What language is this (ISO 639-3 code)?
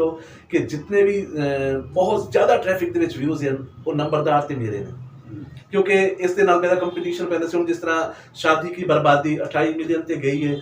skr